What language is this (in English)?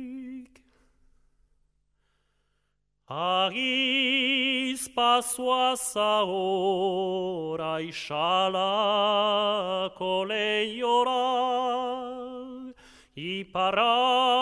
Basque